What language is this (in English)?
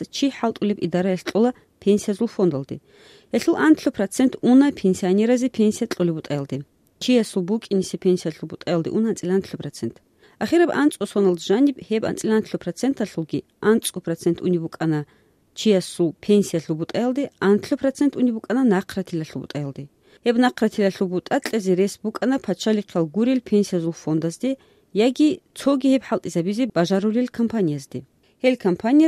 Avaric